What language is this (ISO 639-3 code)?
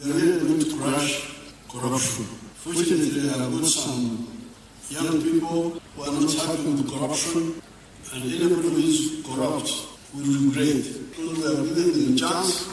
nyo